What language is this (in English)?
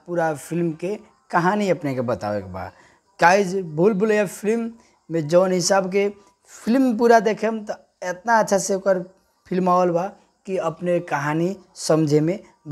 Bhojpuri